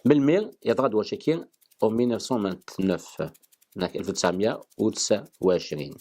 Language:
Kabyle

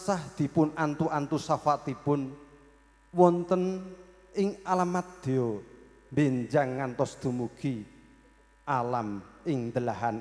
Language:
Javanese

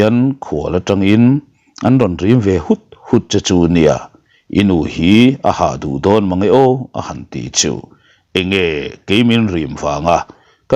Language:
Mizo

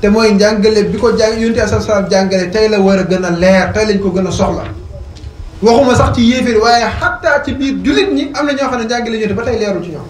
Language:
Wolof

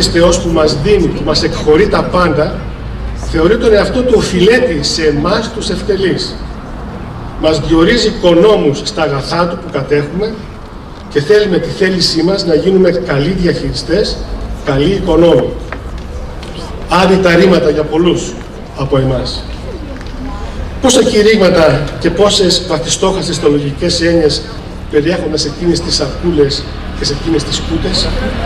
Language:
Greek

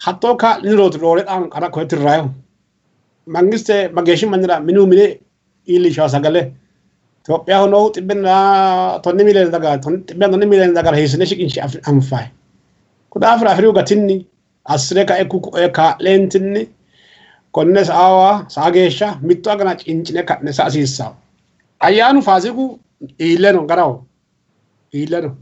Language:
Sidamo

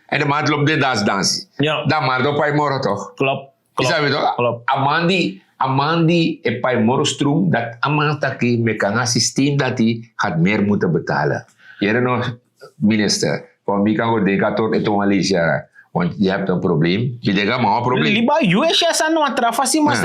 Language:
Sranan Tongo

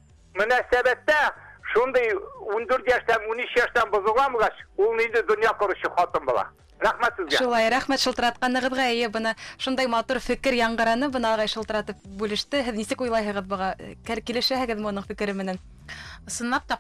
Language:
Bashkir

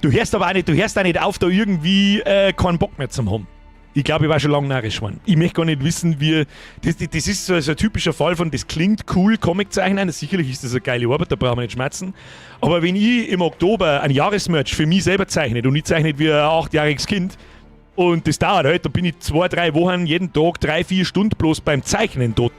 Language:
Bavarian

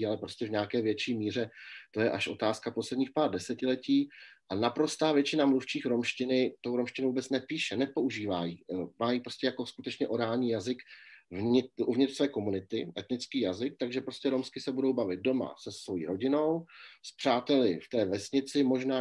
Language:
Czech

